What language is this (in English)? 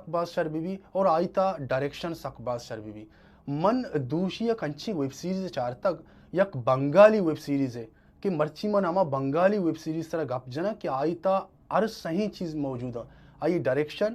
Baluchi